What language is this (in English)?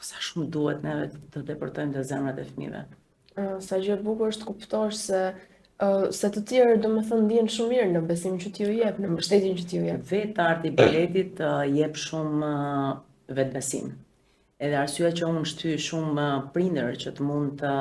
Albanian